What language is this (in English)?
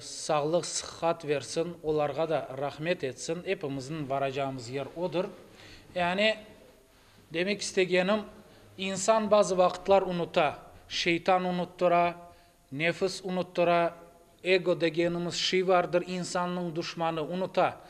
Crimean Tatar